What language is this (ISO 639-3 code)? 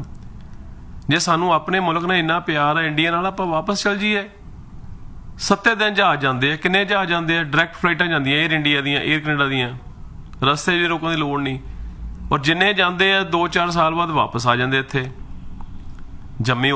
pan